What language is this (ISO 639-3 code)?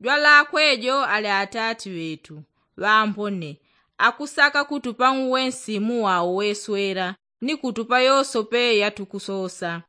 yao